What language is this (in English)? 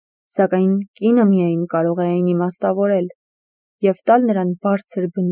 Armenian